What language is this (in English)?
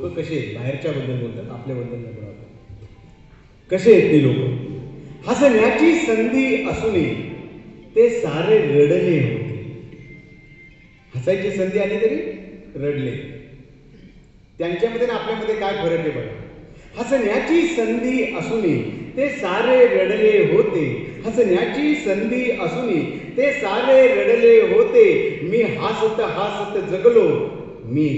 Marathi